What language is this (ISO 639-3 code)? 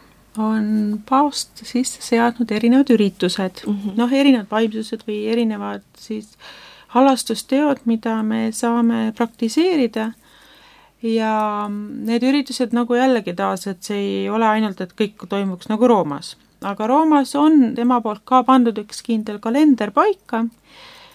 est